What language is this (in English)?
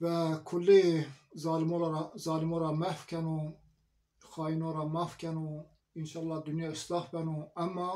Zaza